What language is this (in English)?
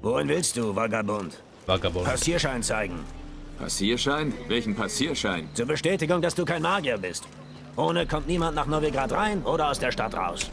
Swiss German